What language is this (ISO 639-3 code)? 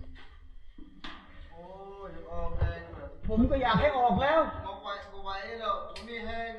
lao